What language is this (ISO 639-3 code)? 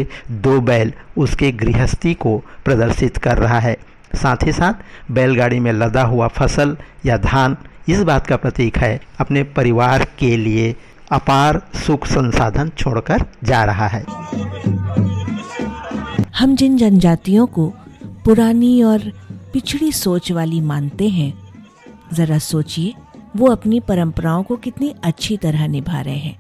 hin